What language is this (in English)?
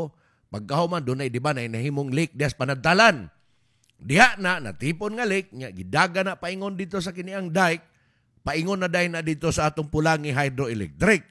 Cebuano